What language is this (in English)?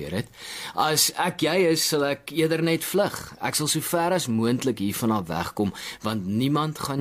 Afrikaans